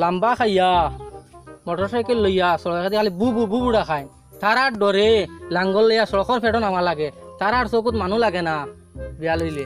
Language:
Sylheti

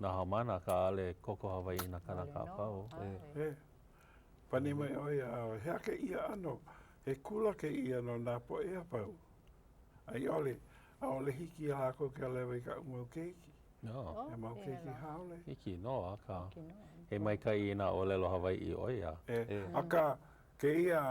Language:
Hawaiian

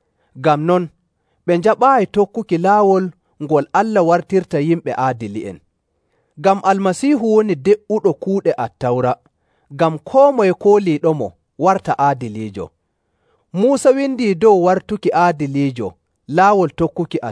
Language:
Nigerian Fulfulde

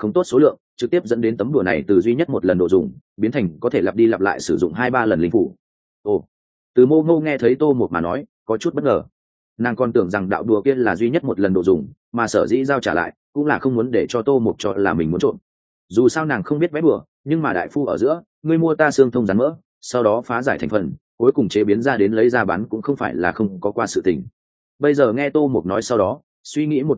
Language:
Vietnamese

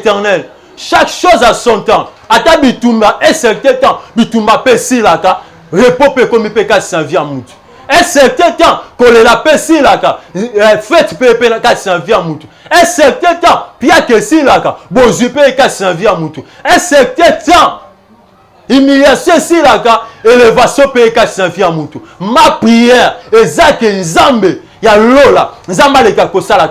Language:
Lingala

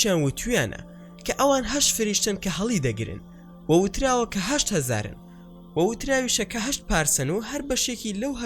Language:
Central Kurdish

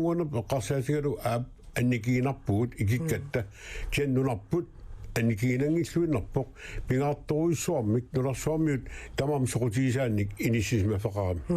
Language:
Kalaallisut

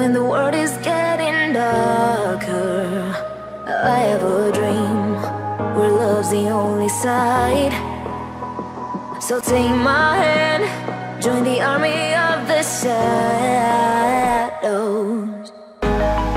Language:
English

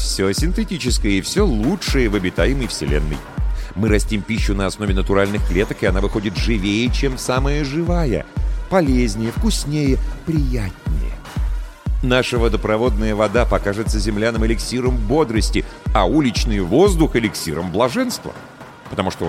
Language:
Russian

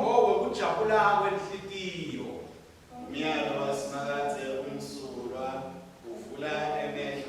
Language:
Swati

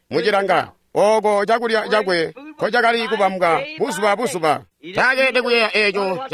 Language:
Tonga (Zambia)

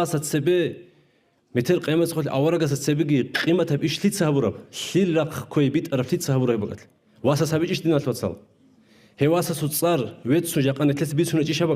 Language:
Avaric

